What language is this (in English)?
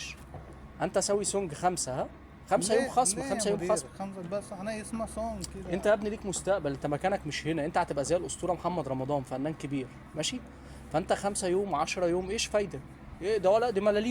Egyptian Arabic